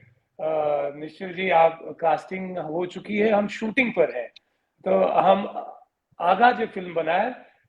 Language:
Maithili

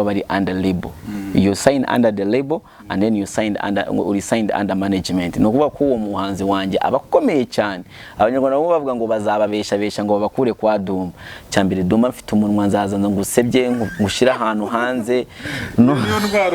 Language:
Kinyarwanda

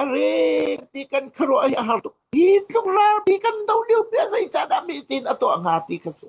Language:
Hakha Chin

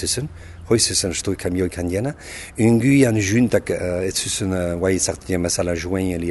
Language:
Basque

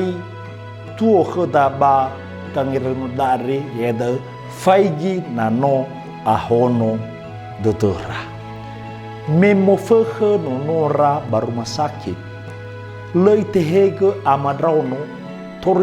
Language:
Nias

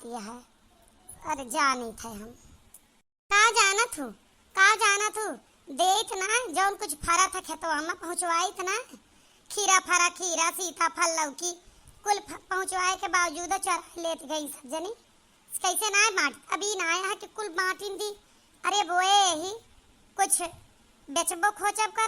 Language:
Awadhi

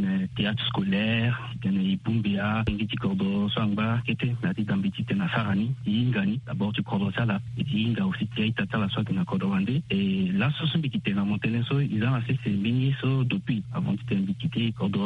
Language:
Sango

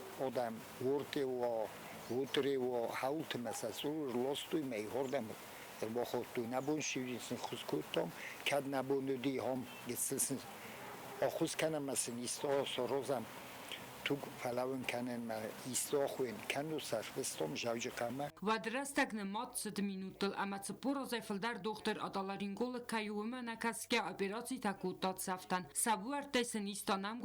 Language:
Ossetic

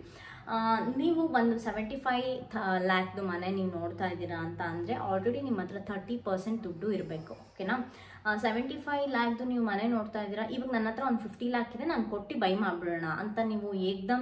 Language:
Kannada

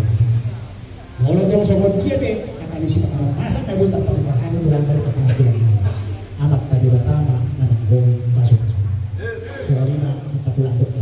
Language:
Batak Toba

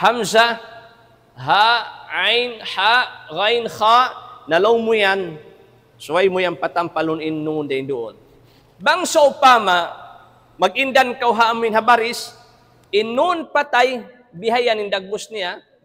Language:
Tausug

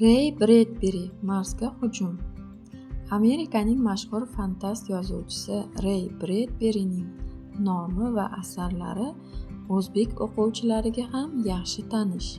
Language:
Uzbek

